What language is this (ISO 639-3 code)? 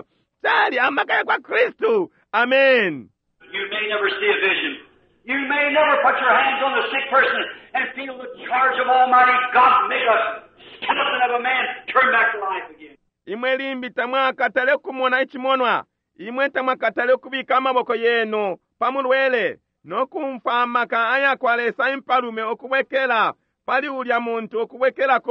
bem